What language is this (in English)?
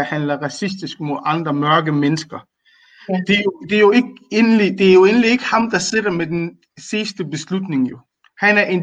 Danish